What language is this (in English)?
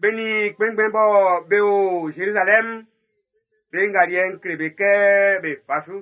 Baoulé